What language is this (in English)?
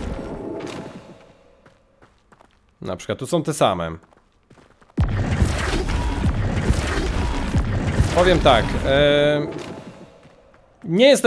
Polish